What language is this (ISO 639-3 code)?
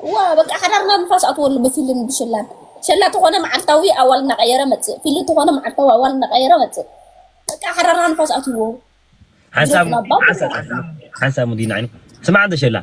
tir